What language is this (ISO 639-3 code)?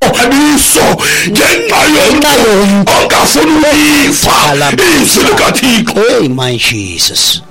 xho